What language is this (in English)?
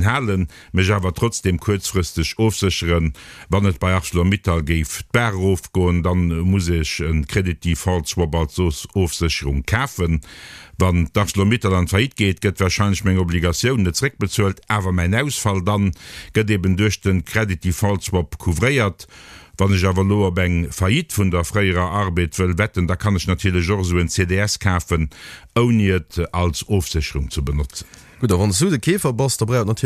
Luxembourgish